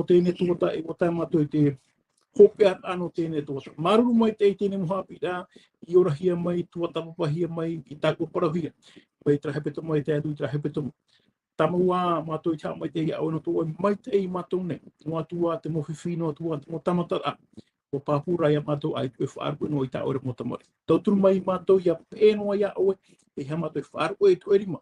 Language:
Tahitian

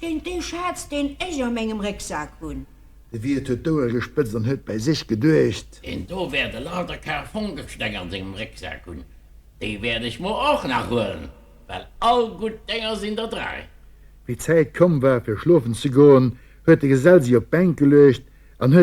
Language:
Luxembourgish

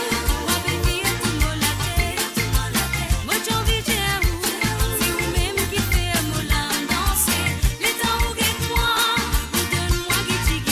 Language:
Morisyen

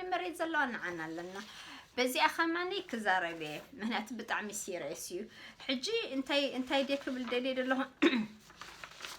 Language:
Tigrinya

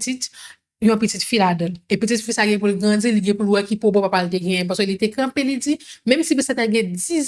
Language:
Haitian Creole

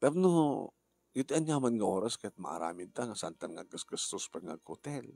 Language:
Iloko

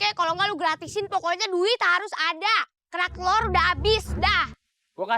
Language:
Betawi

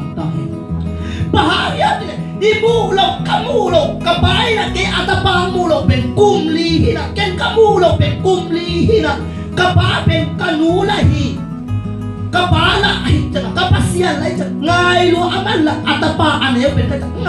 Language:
Tedim Chin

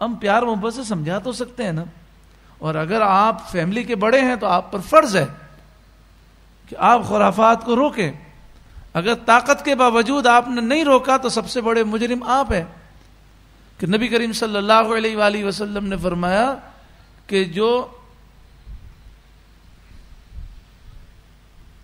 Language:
Urdu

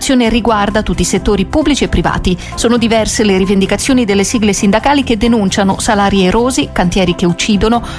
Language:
Italian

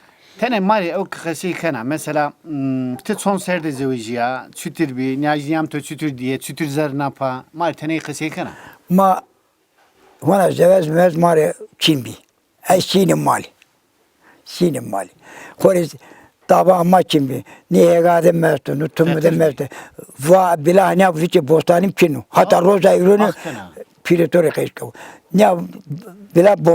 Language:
Zaza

